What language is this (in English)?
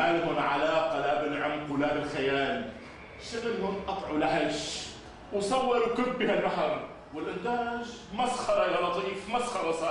North Levantine Arabic